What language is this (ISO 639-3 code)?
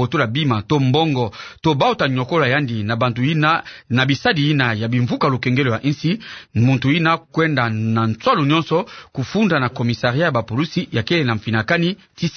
ktu